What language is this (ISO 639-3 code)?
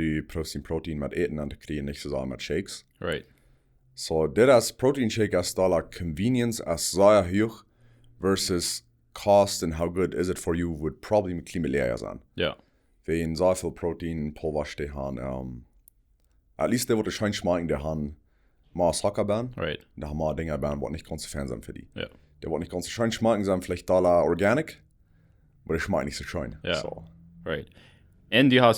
pdt